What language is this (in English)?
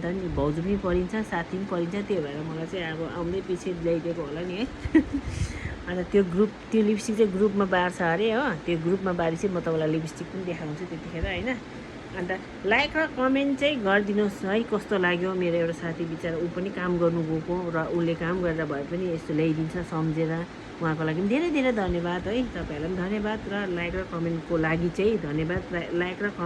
Nepali